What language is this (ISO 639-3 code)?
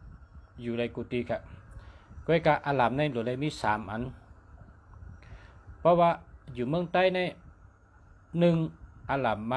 shn